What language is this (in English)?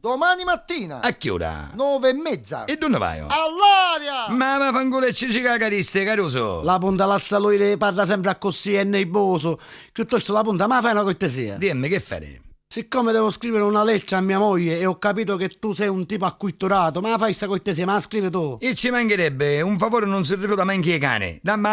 Neapolitan